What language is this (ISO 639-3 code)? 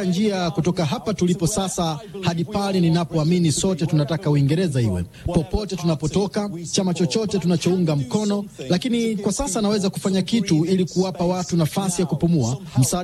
swa